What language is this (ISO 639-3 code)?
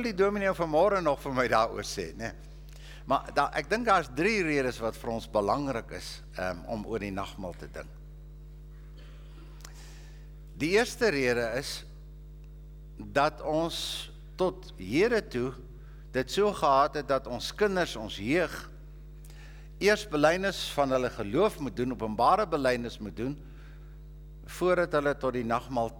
afr